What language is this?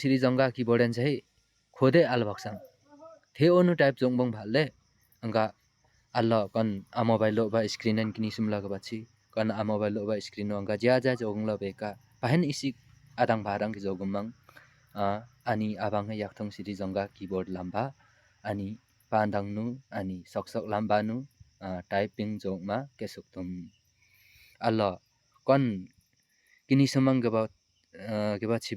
Limbu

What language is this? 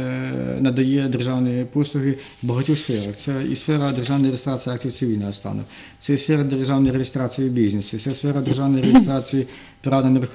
Ukrainian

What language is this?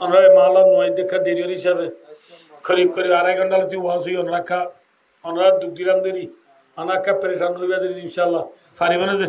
Rohingya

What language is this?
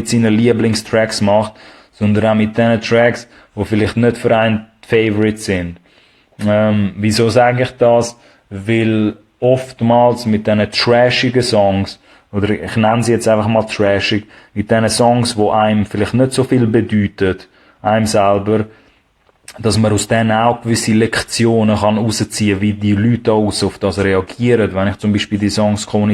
Swiss German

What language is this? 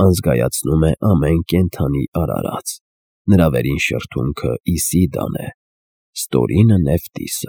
Armenian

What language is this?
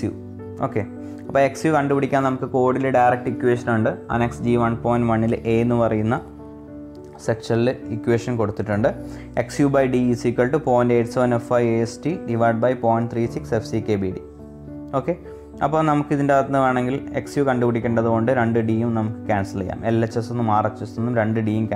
Malayalam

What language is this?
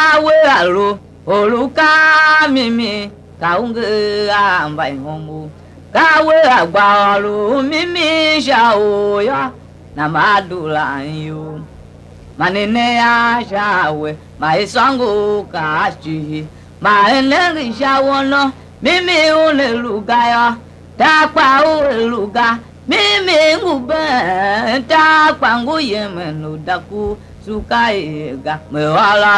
Tiv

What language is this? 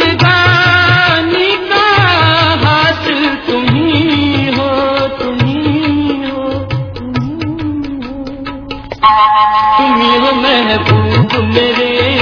Hindi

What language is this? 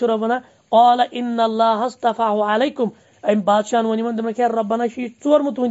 Kashmiri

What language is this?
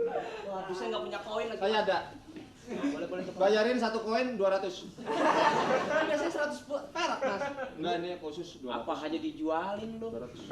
Betawi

